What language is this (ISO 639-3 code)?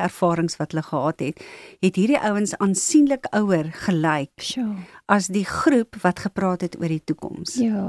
afr